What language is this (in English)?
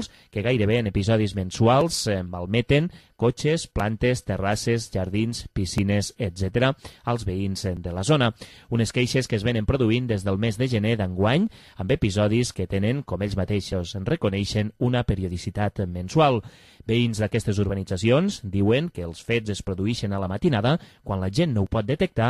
Catalan